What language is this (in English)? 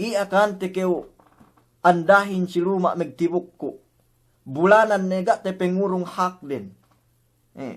Yakan